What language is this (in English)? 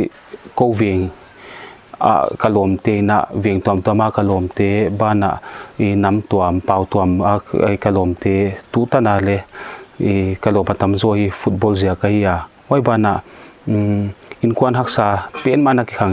Paite Chin